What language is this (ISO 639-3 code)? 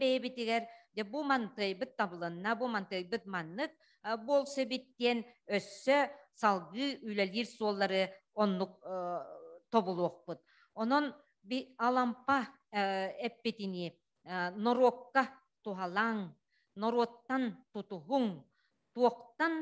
sah